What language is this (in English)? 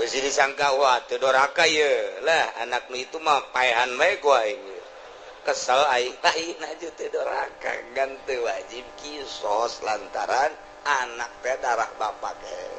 Sundanese